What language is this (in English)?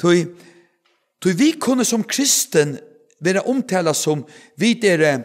Faroese